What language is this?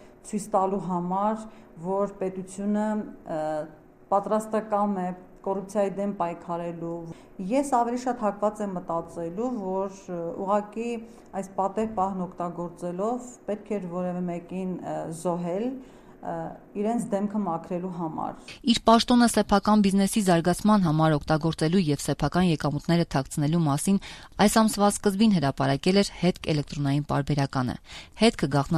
Armenian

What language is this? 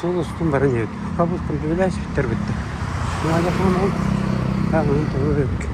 Yakut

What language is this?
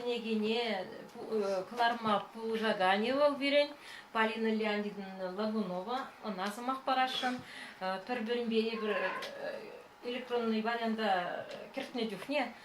Chuvash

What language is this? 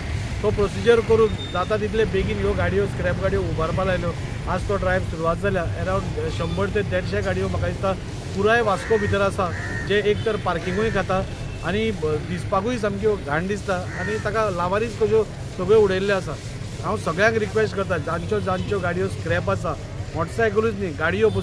Konkani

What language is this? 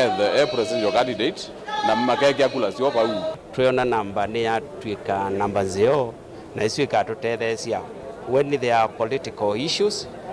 Kamba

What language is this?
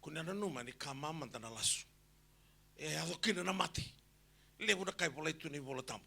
Fijian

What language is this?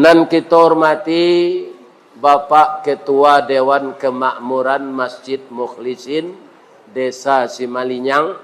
Minangkabau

